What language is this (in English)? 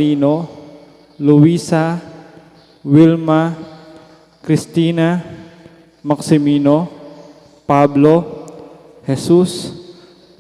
Pampanga